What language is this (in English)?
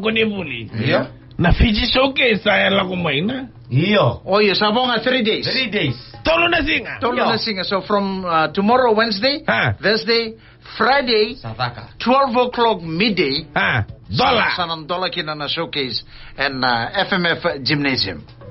Fijian